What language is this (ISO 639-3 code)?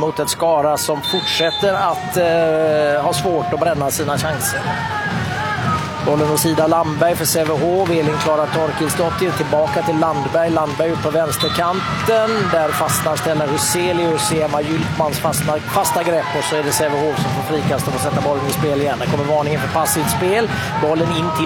swe